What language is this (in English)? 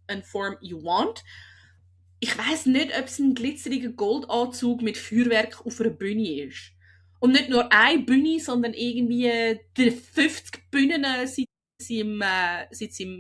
Swiss German